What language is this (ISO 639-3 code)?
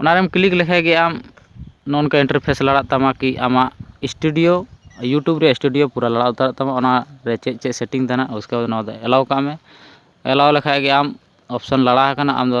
sat